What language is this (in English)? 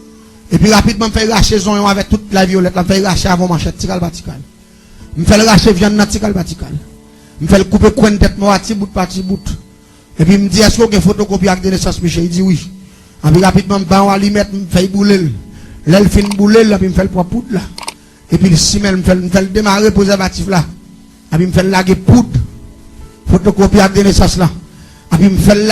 Haitian Creole